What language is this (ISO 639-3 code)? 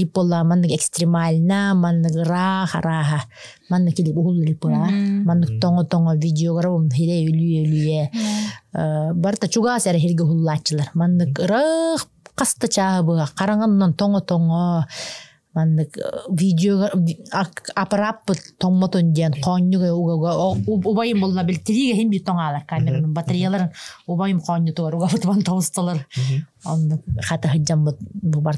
sah